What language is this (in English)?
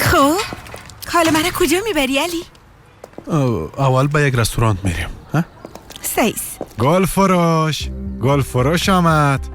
Persian